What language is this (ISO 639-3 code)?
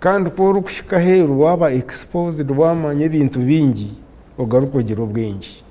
nyn